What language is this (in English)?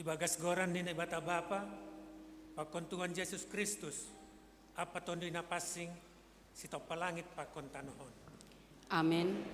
Batak Simalungun